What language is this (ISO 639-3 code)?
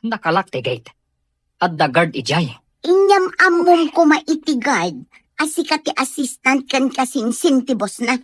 ilo